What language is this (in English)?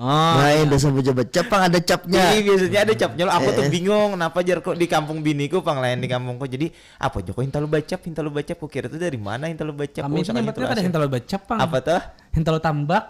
Banjar